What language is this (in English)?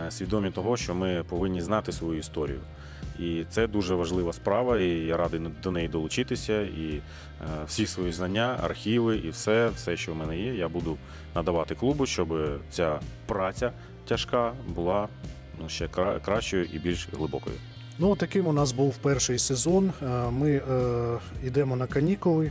Ukrainian